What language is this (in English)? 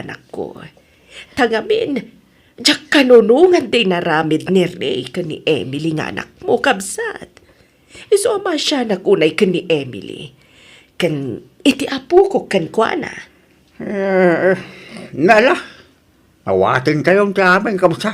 Iloko